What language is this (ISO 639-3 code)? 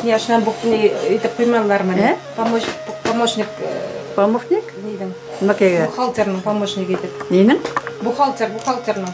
bak